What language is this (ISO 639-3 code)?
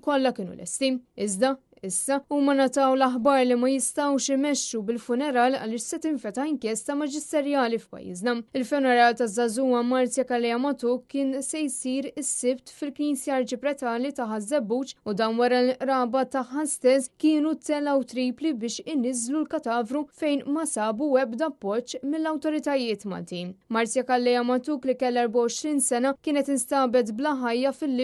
mlt